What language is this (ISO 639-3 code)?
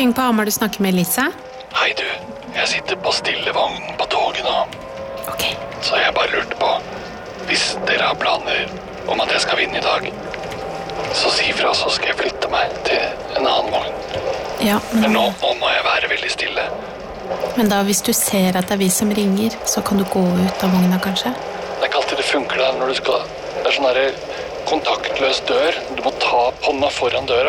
nor